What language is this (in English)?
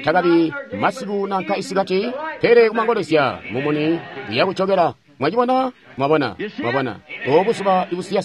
Tonga (Zambia)